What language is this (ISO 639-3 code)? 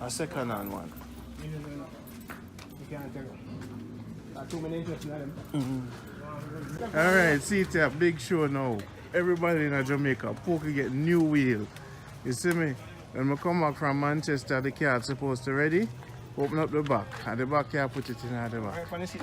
jam